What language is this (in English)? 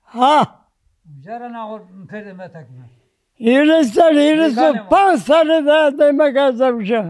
Zaza